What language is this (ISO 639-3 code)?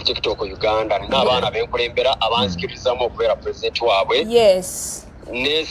lug